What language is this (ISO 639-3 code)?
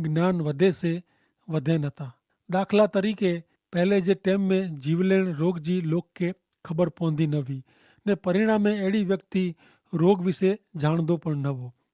kfr